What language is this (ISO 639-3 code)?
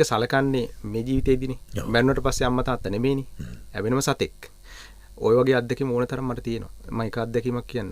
sin